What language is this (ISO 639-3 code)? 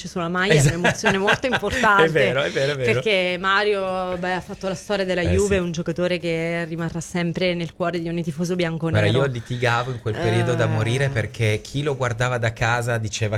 ita